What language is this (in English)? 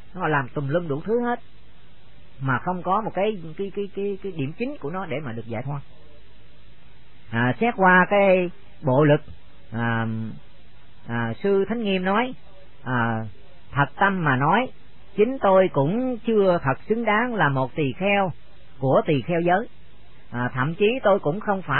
Vietnamese